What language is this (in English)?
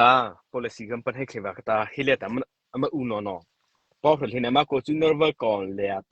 Mara Chin